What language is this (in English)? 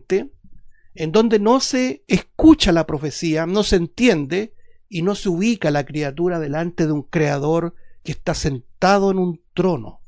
Spanish